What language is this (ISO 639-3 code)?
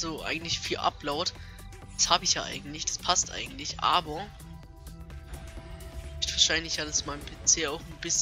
deu